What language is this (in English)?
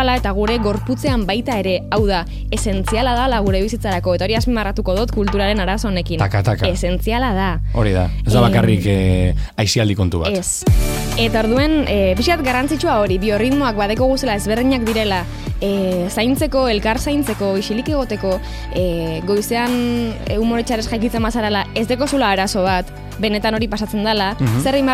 Basque